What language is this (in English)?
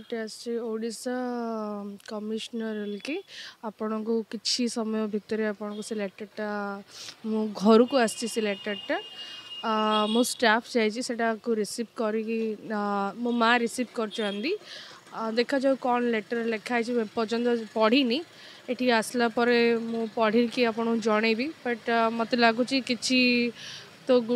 Odia